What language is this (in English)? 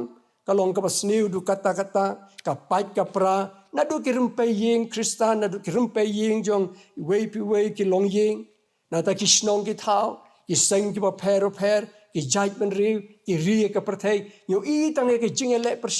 Khasi